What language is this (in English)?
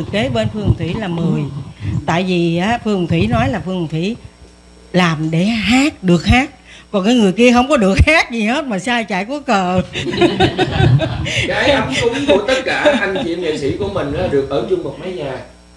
Vietnamese